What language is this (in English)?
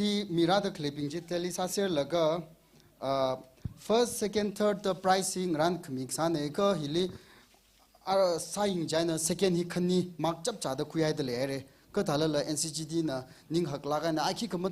Tangkhul Naga (India)